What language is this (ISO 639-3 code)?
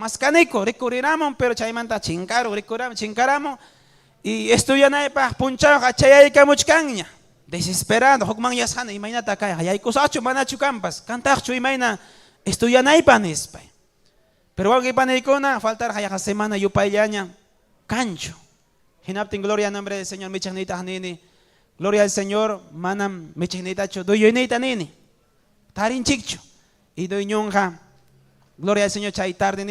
quy